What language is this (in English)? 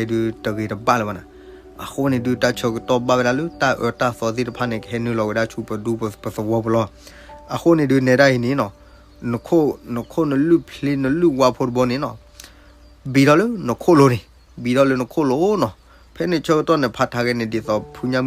S'gaw Karen